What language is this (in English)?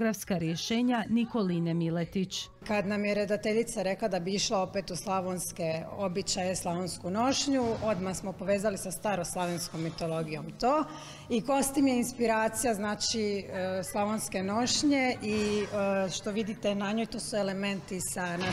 Croatian